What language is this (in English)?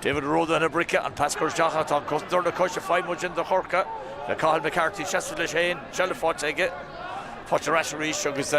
Irish